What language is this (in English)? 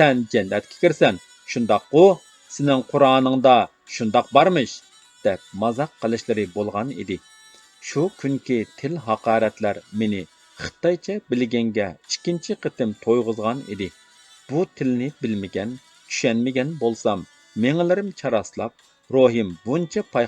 Uyghur